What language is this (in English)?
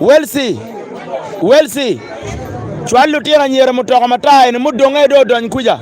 Acoli